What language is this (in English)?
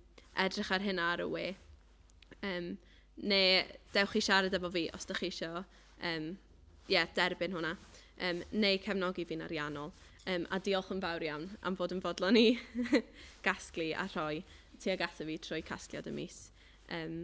Welsh